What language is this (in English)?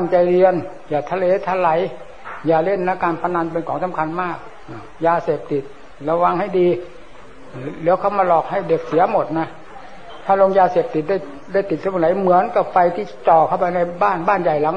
Thai